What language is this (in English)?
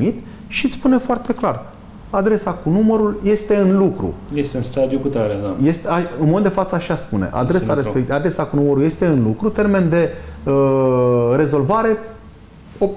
Romanian